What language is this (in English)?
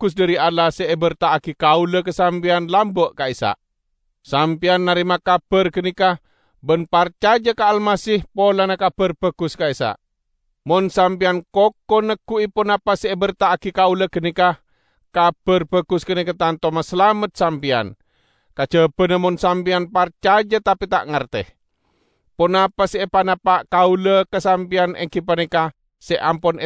Madurese